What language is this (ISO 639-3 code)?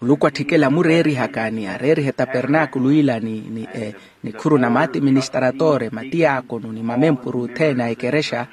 vmw